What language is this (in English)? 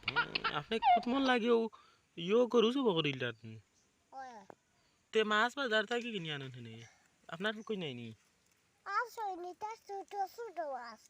Sylheti